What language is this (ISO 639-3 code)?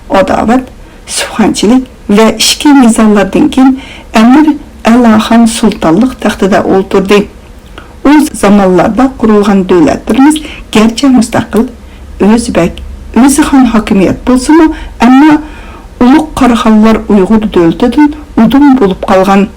uig